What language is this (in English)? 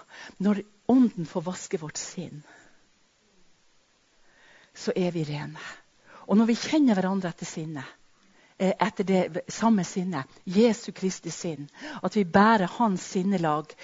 Norwegian